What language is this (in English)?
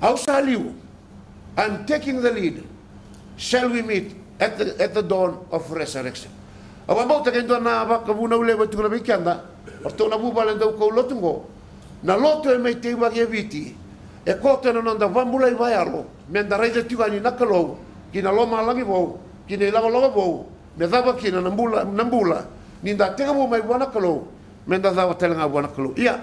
Fijian